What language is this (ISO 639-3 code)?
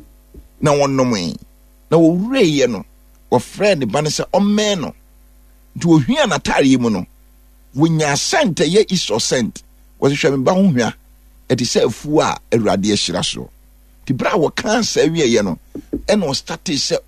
aka